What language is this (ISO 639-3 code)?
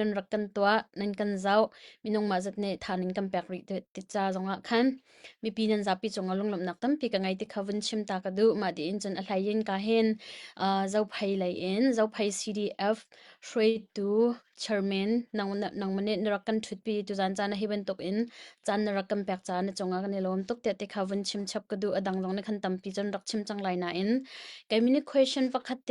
cnh